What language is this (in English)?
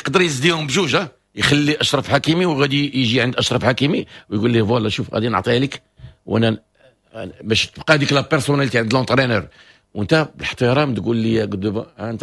Moroccan Arabic